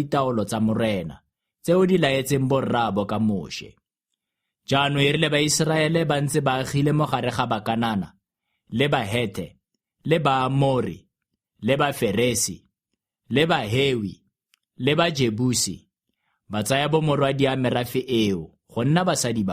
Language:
Tswana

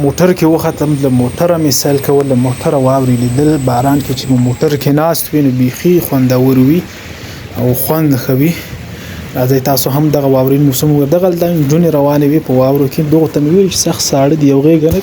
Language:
Pashto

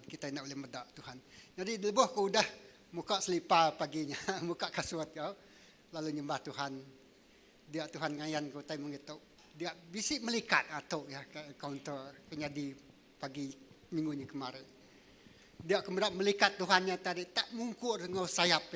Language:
Iban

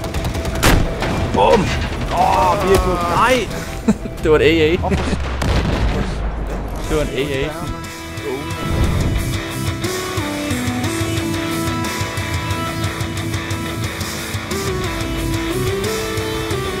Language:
Danish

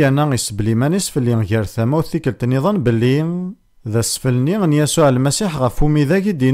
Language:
Kabyle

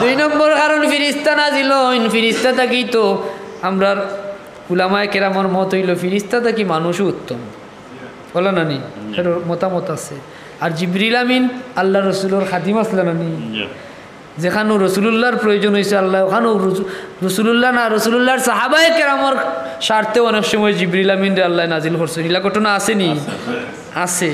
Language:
Sylheti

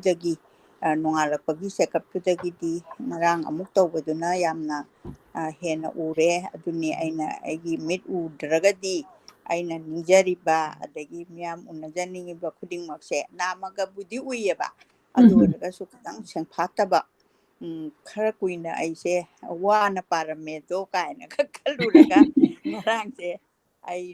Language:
Manipuri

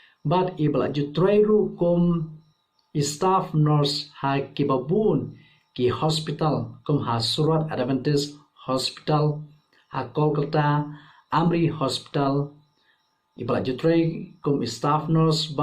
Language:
Khasi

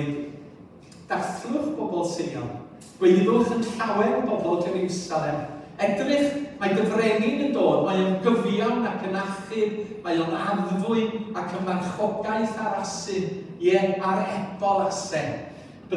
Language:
Welsh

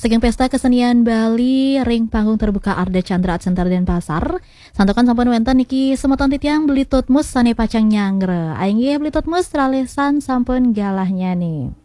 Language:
Balinese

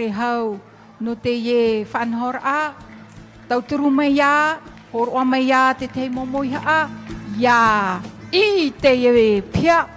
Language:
Tahitian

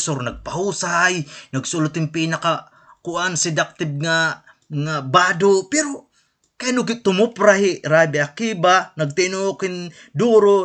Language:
Waray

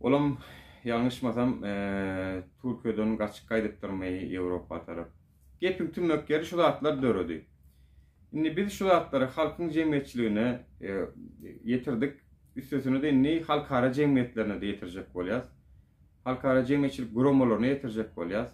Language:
Turkmen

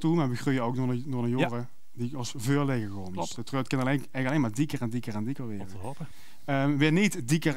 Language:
Limburgish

